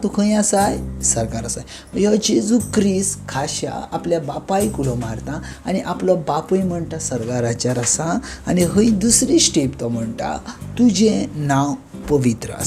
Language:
Konkani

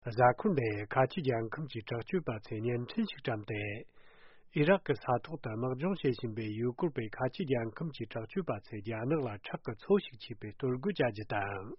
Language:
Tibetan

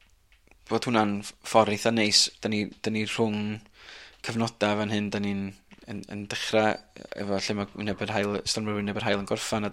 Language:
Welsh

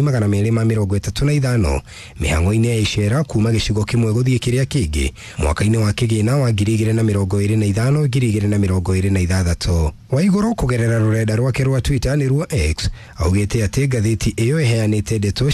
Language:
Kikuyu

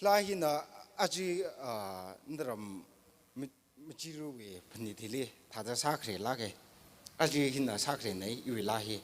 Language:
Tangkhul Naga (India)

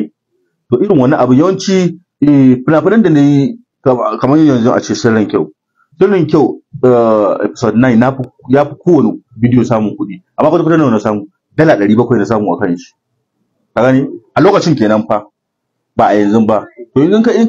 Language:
Hausa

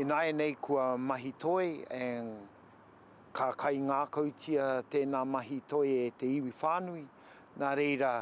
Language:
Māori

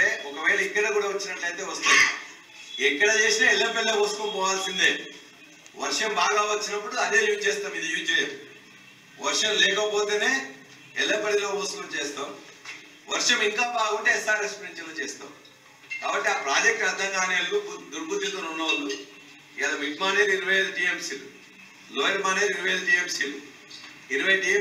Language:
Telugu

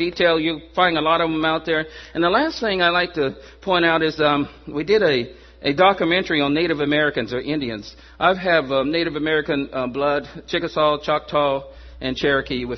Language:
English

